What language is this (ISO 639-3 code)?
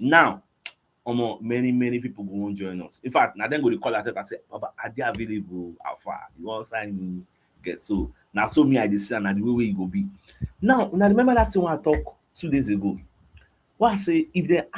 pcm